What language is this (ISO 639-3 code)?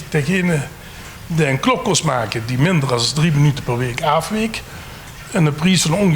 lim